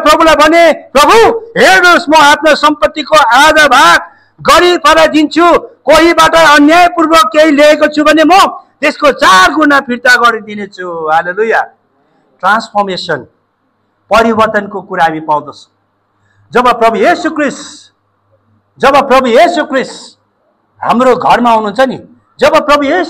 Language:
Nepali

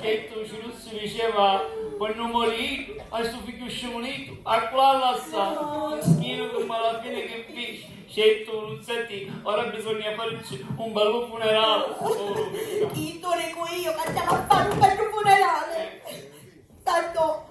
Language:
Sicilian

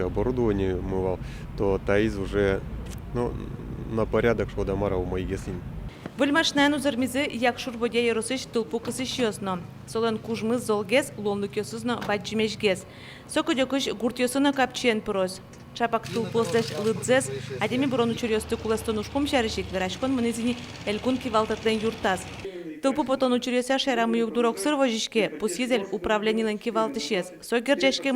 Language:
Udmurt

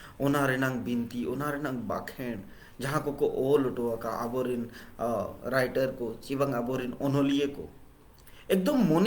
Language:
Santali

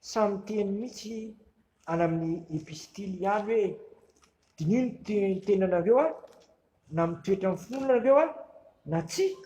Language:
Malagasy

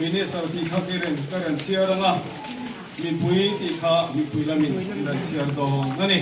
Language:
Mizo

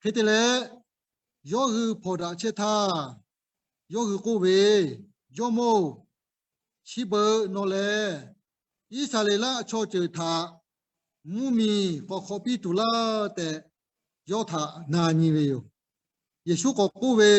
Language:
Lahu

